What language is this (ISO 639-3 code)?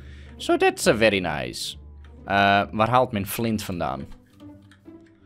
nld